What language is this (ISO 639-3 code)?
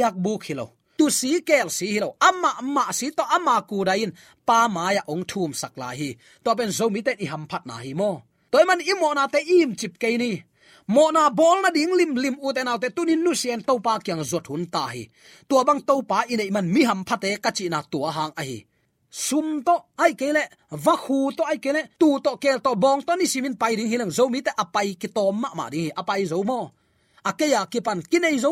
ctd